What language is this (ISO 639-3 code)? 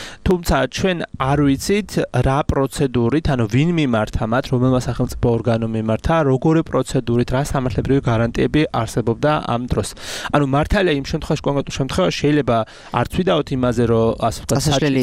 kat